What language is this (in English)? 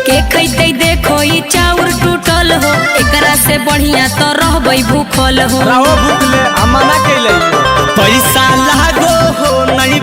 Magahi